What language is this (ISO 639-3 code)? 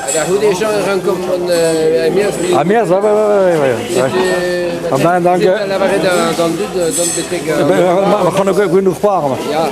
bre